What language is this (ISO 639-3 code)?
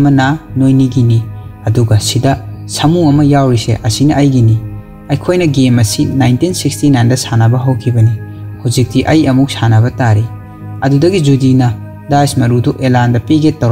mni